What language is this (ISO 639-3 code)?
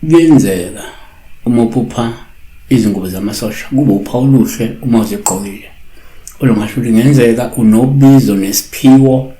zul